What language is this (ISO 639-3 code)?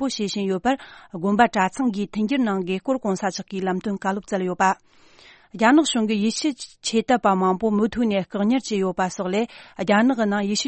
bod